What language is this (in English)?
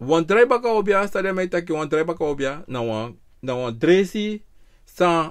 Sranan Tongo